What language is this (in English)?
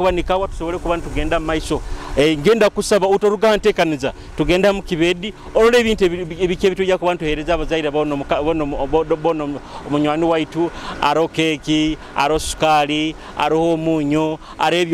Nyoro